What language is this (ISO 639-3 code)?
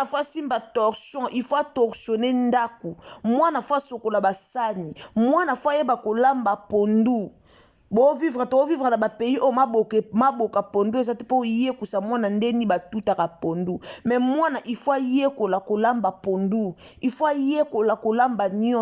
lin